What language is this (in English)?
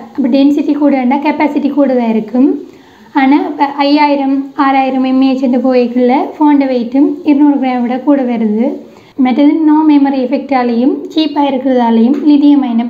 Tamil